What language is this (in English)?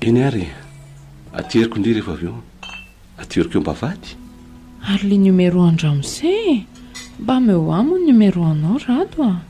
Malagasy